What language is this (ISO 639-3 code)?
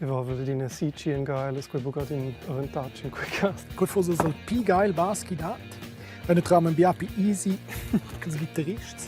roh